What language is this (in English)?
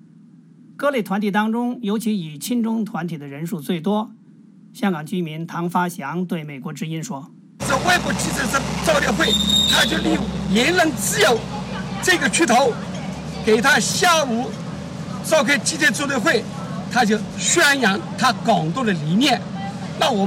Chinese